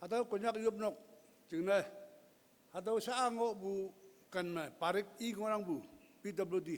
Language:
Konyak Naga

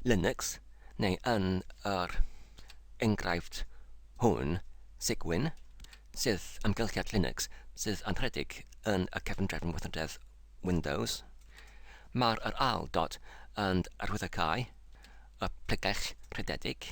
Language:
Welsh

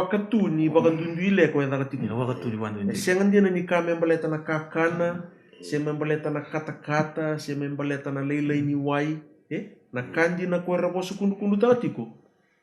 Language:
Fijian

